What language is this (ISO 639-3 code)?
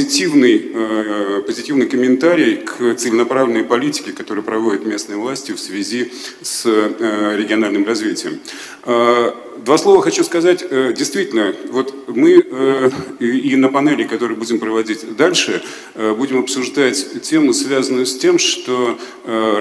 rus